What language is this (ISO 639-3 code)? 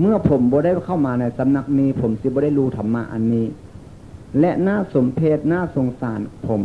tts